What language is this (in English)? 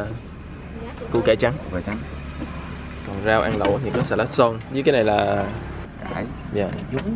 Vietnamese